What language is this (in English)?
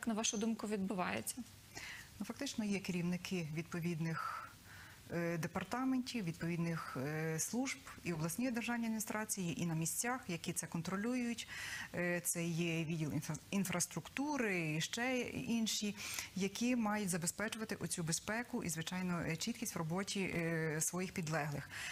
Ukrainian